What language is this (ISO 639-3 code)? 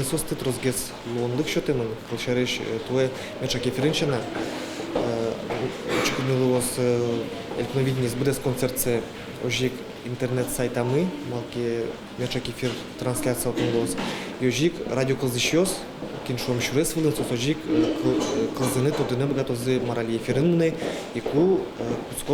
udm